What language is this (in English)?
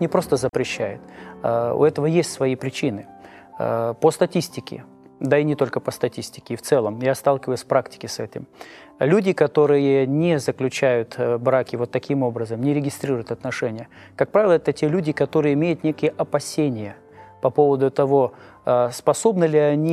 Russian